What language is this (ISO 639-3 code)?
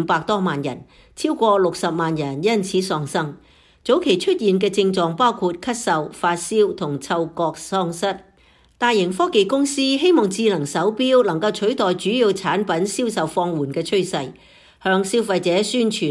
yue